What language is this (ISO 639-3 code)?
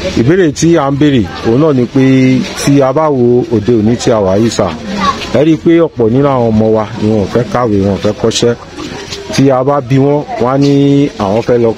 yor